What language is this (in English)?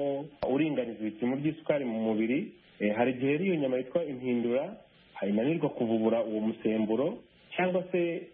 Kinyarwanda